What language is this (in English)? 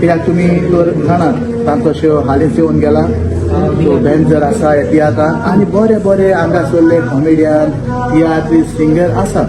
Konkani